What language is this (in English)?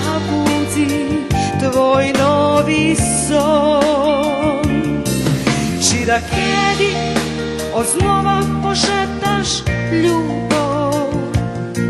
Rusyn